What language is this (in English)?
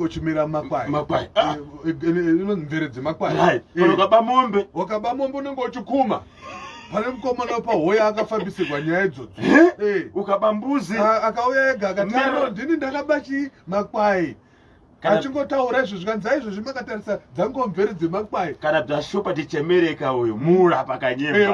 Shona